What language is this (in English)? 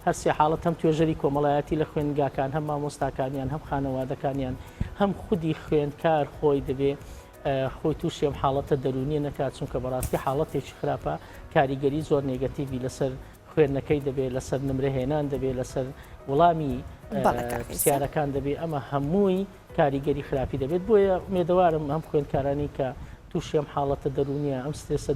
Central Kurdish